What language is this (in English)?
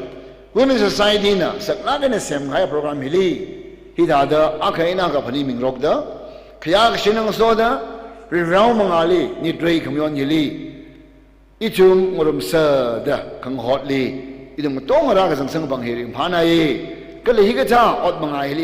Tangkhul Naga (India)